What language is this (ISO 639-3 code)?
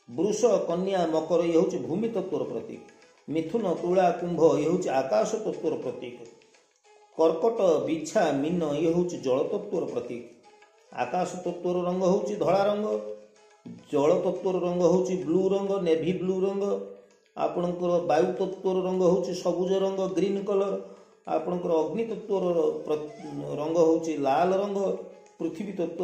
ori